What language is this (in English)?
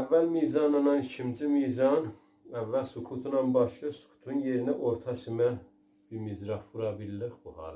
South Azerbaijani